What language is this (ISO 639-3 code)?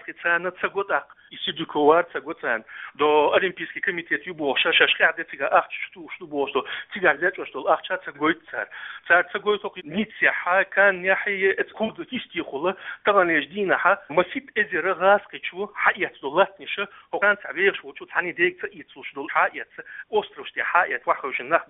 lav